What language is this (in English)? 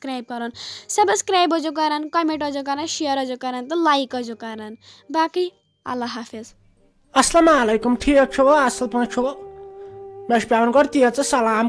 Kashmiri